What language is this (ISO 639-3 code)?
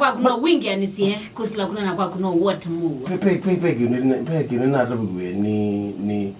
kam